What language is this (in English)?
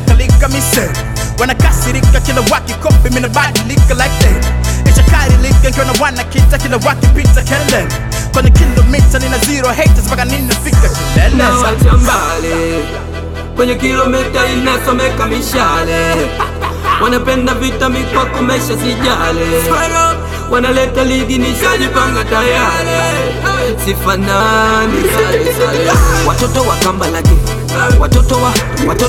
Swahili